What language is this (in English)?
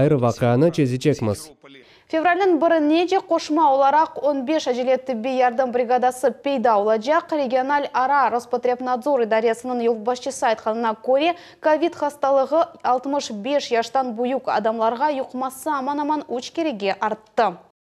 Crimean Tatar